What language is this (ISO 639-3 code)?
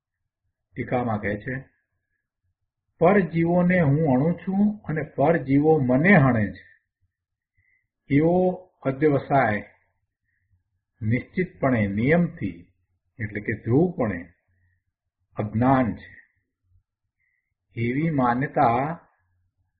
guj